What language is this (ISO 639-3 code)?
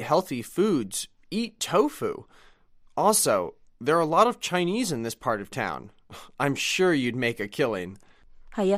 yue